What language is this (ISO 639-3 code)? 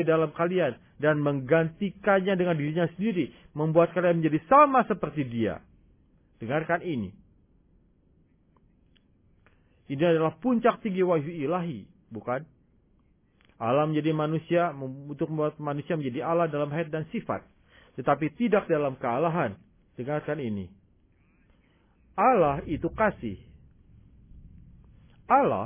ind